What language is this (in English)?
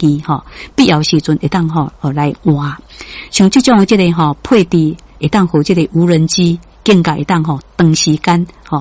Min Nan Chinese